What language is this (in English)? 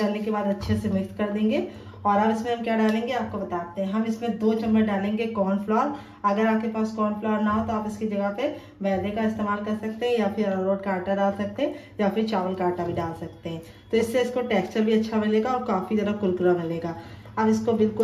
Hindi